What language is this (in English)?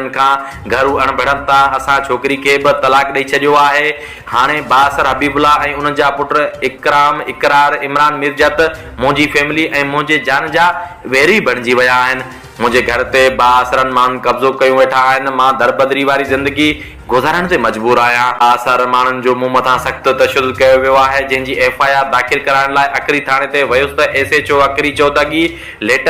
Sindhi